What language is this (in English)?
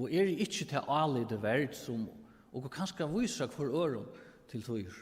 Faroese